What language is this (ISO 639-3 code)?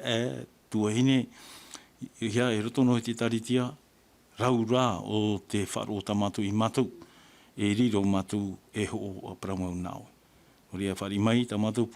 tah